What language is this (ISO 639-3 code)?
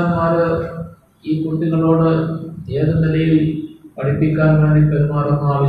mal